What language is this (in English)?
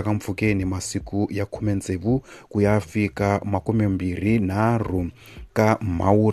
Tsonga